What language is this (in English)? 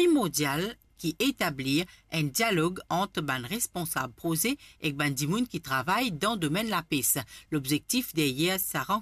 Morisyen